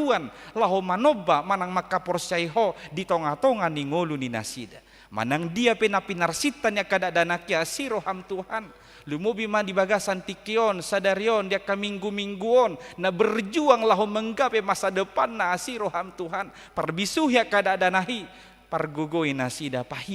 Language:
Batak Toba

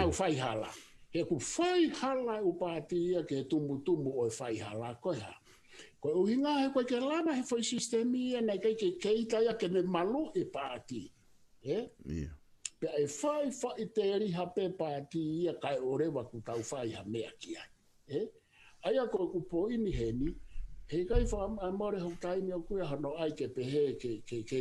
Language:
Tongan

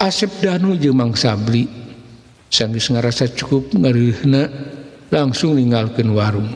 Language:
Sundanese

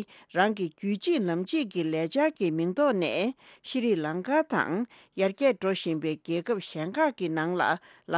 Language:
Tibetan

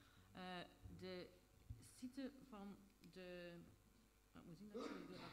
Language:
Dutch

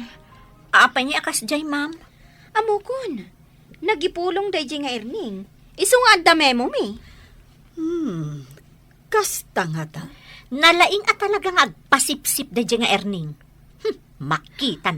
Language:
Iloko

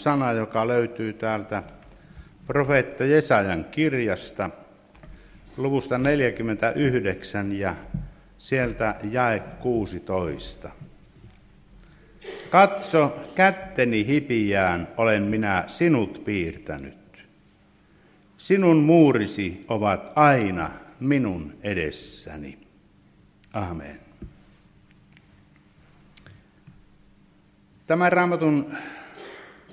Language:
Finnish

